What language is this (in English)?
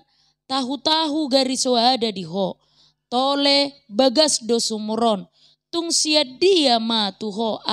Batak Toba